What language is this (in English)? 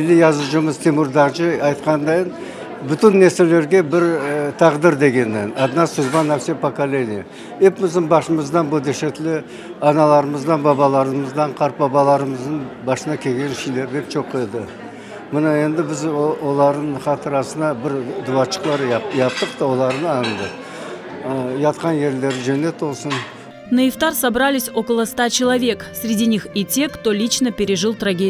Crimean Tatar